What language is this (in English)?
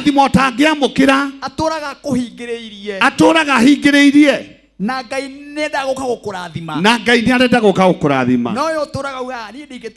Kikuyu